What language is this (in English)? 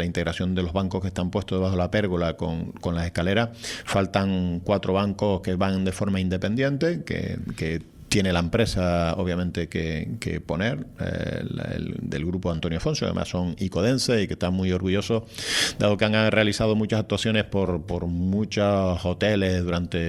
Spanish